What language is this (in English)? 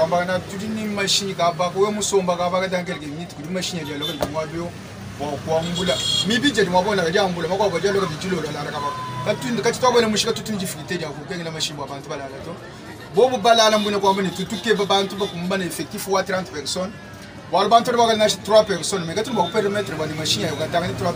Luba-Lulua